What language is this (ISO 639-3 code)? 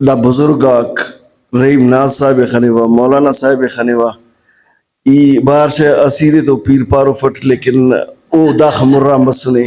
brh